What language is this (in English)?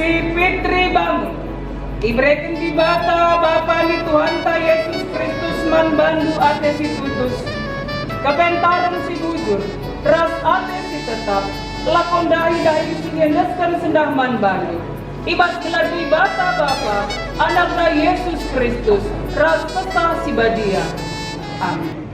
Batak Karo